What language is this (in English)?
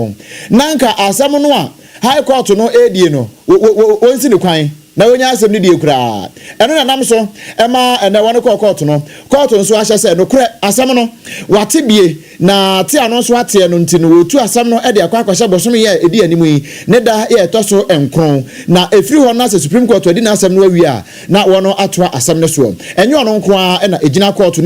Akan